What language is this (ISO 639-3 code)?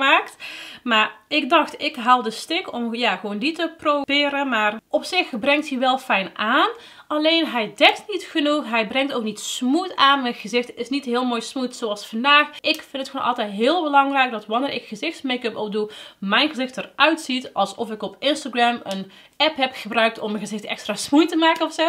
nld